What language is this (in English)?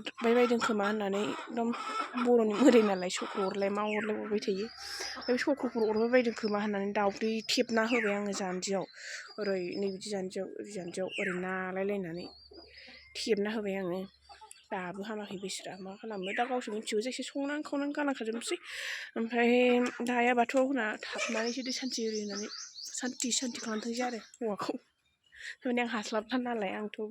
Bodo